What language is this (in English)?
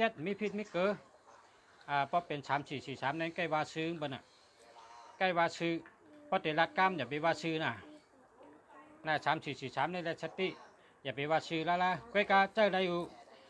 Shan